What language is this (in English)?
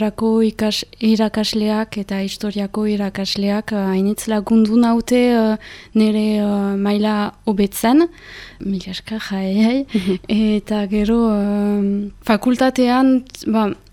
Basque